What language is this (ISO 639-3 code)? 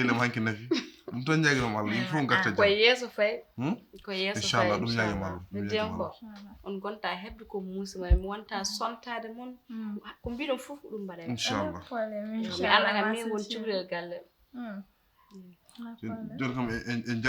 ful